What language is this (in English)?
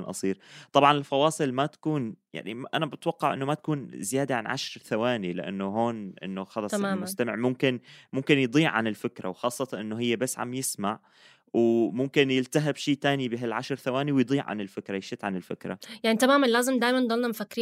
North Levantine Arabic